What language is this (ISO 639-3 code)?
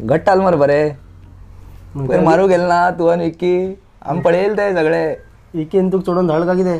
kok